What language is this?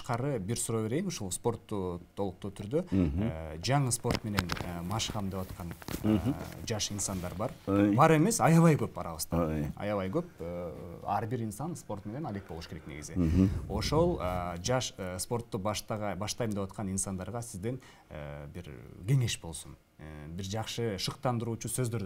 Kyrgyz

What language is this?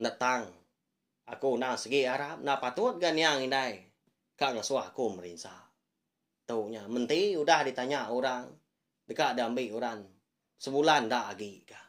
Iban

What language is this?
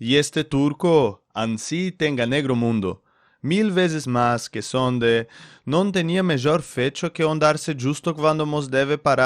Ladino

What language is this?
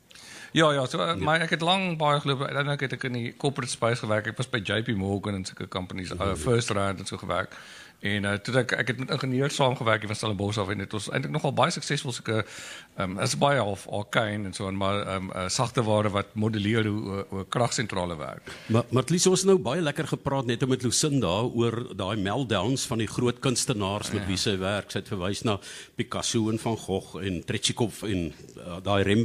Afrikaans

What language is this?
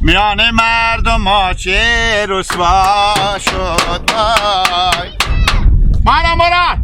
Hazaragi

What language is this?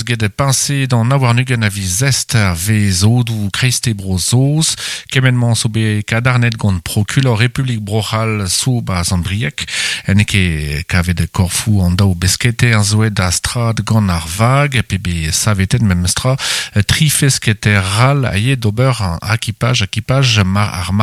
Breton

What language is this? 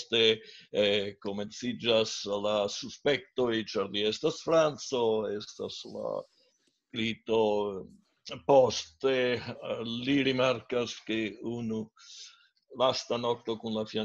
Esperanto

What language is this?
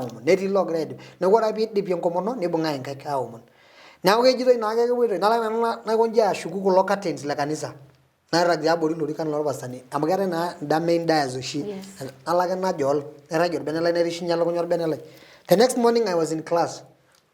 Masai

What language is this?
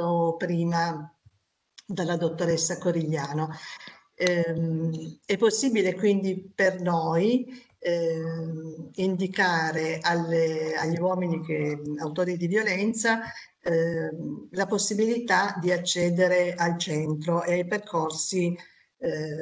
Italian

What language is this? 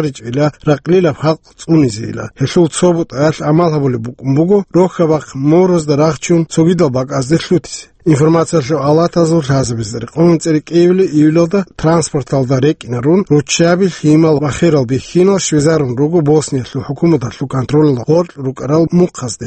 Avaric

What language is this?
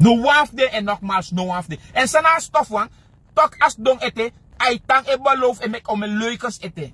Sranan Tongo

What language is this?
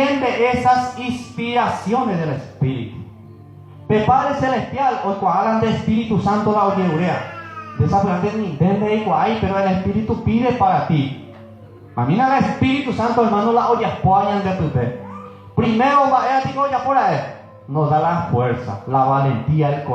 Guarani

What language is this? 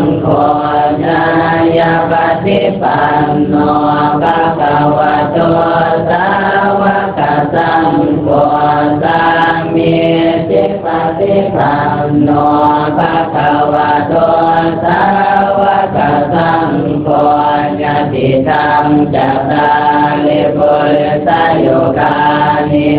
Pali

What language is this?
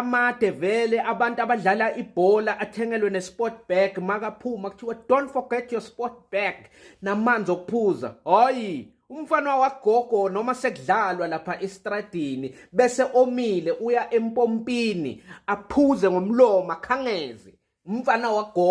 Zulu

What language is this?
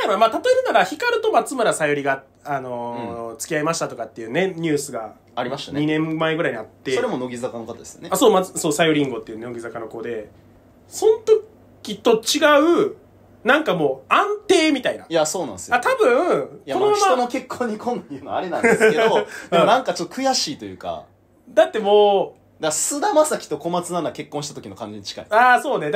Japanese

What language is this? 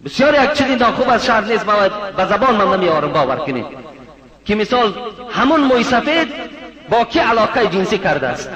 Tajik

